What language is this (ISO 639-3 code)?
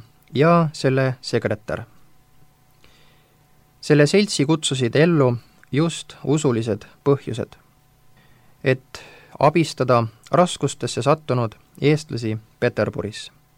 est